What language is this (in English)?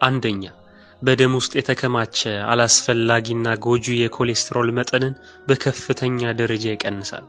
Amharic